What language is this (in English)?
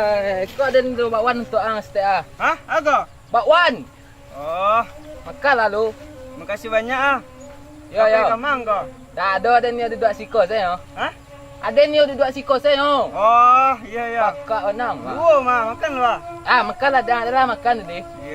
Minangkabau